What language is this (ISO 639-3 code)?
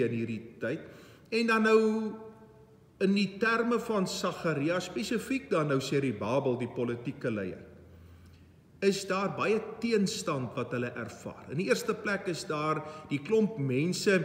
afr